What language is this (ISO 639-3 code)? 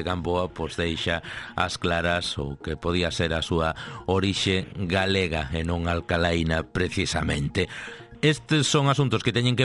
glg